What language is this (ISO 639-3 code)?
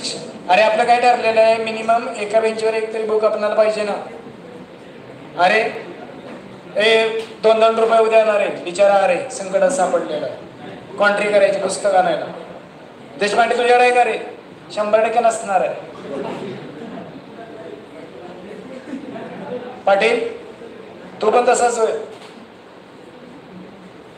mar